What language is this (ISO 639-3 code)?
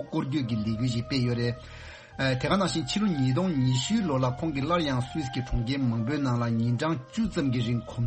bod